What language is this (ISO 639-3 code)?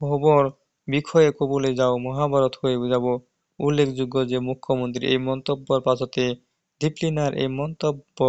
asm